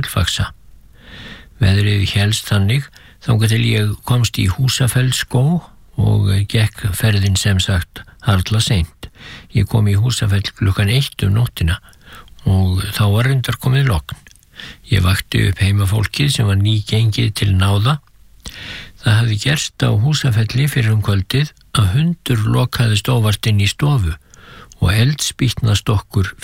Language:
Icelandic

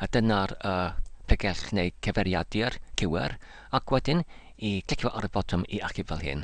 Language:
Welsh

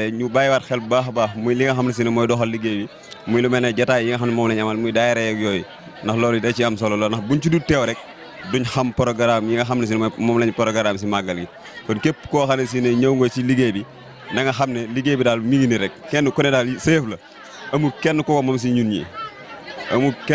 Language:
Wolof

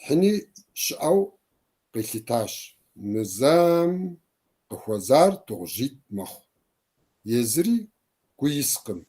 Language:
Kabardian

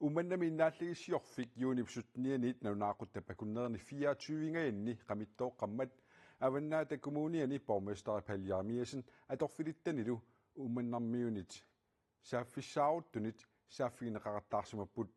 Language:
Kalaallisut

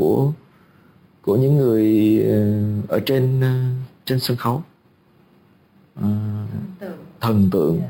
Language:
Vietnamese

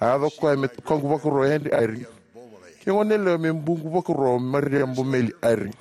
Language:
Fijian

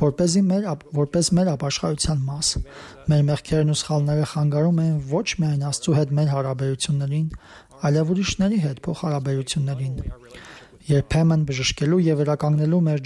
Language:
Armenian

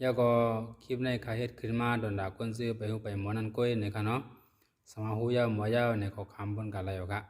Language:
Shan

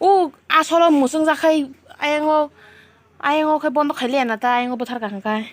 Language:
Kok Borok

